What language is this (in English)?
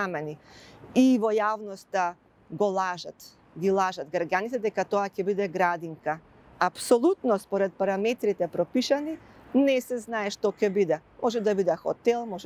Macedonian